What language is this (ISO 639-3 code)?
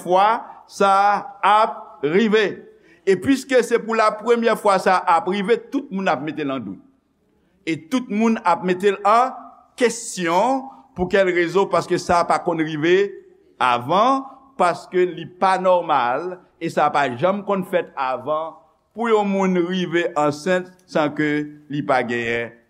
hat